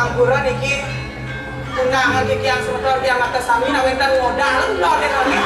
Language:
Balinese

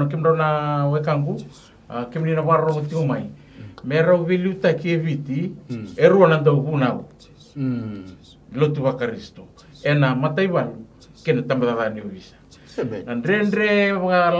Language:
Fijian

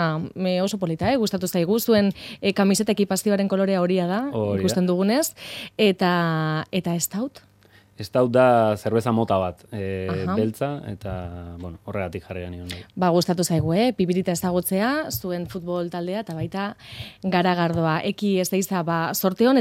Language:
Basque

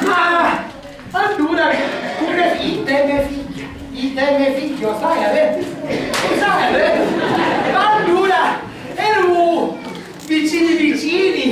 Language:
Sicilian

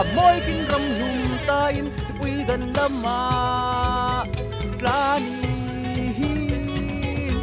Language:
Falam Chin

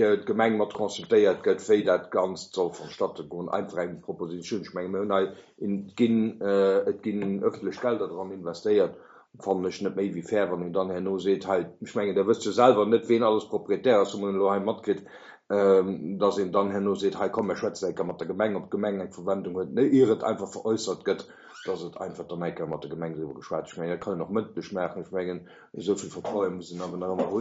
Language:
Luxembourgish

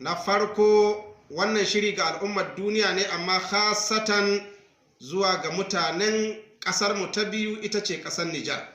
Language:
Hausa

